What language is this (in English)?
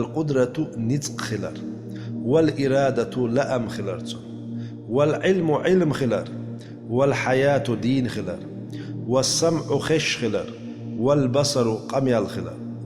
Chechen